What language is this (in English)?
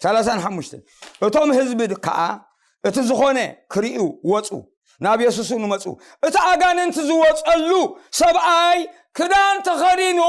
Tigrinya